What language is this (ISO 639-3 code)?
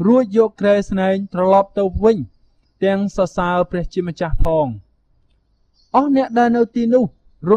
khm